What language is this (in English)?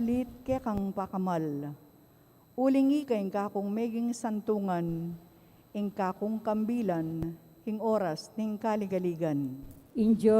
Pampanga